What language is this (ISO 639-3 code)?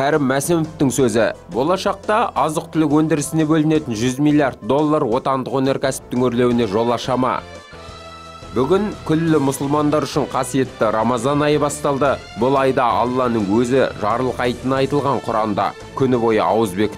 kaz